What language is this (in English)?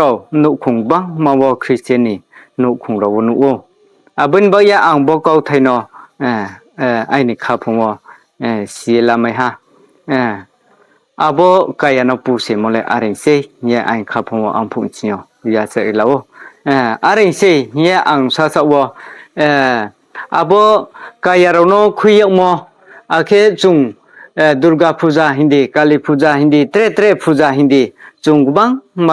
Riang (India)